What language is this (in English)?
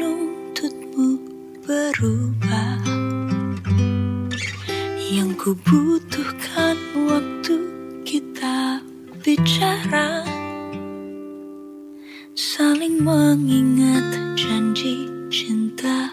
Indonesian